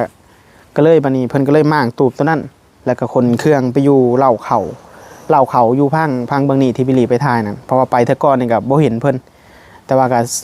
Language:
Northeastern Thai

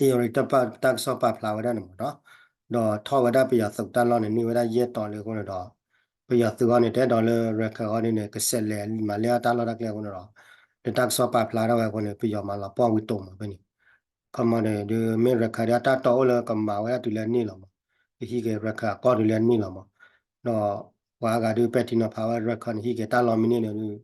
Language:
S'gaw Karen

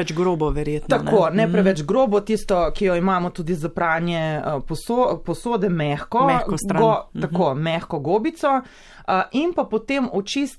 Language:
Slovenian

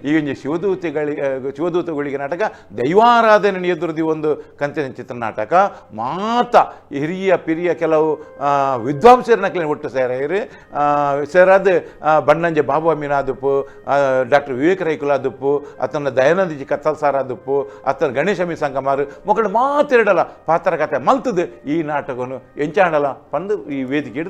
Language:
Tulu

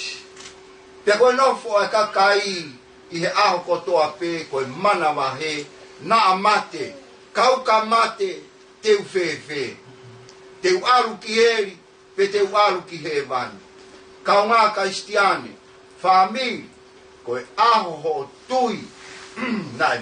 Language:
Tongan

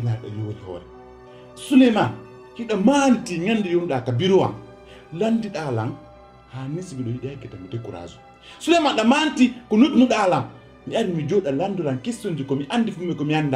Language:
Pular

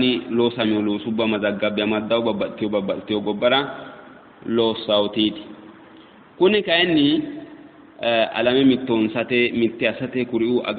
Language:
Sidamo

